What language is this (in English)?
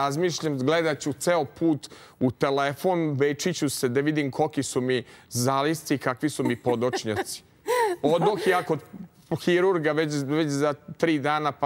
Serbian